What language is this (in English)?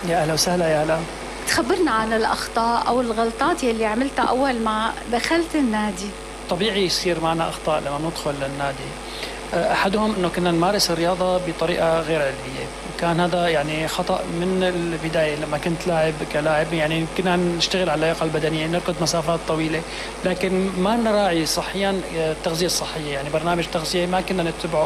North Levantine Arabic